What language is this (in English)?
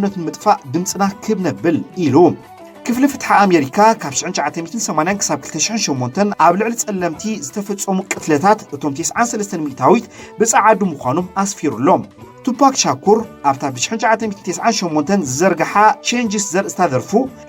Tigrinya